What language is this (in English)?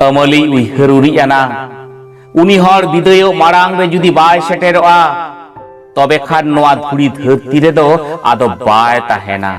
Santali